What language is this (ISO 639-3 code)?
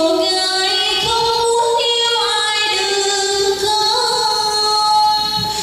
vie